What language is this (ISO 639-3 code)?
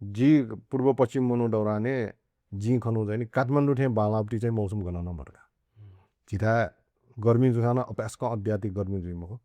new